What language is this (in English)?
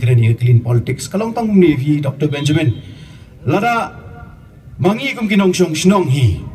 Khasi